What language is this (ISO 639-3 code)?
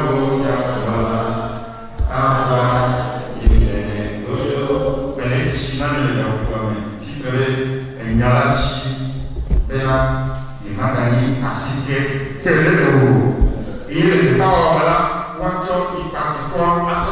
ewe